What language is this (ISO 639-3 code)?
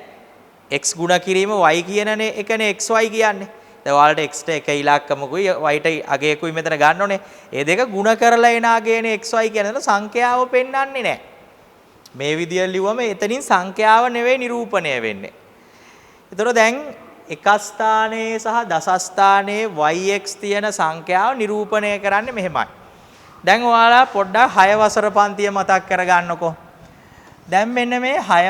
sin